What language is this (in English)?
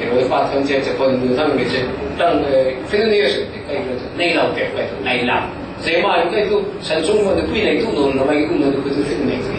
Falam Chin